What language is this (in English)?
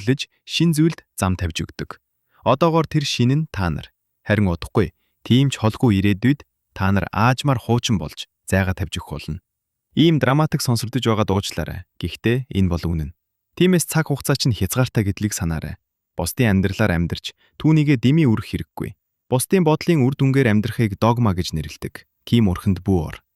Mongolian